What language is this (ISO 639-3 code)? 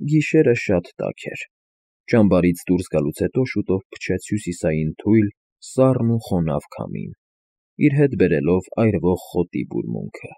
hye